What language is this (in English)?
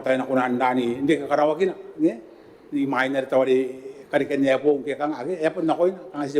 Gilbertese